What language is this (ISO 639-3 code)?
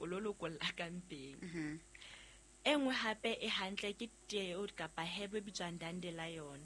sot